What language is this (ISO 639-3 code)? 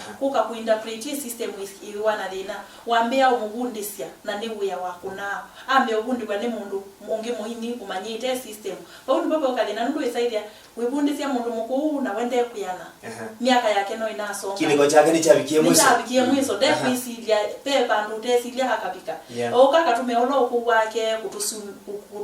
kam